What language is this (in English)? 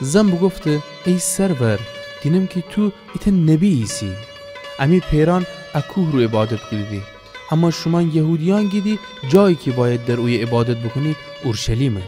Gilaki